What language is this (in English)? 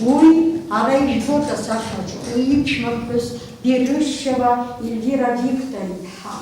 Abkhazian